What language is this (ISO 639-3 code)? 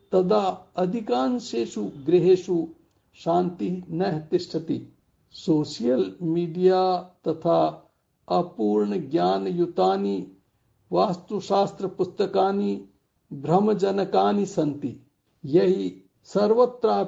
san